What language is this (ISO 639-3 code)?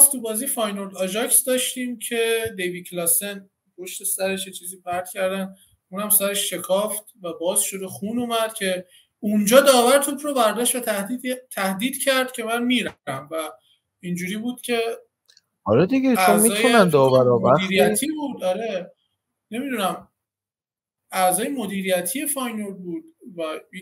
fas